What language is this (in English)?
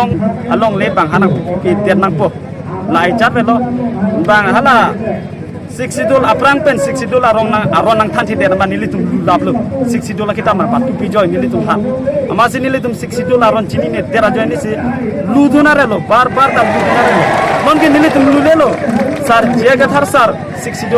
Karbi